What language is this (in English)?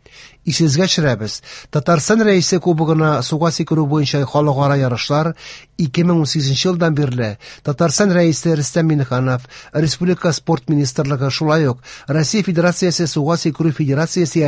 Tatar